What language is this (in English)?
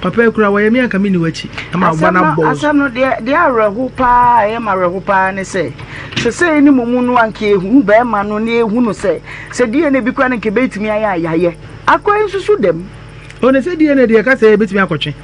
Akan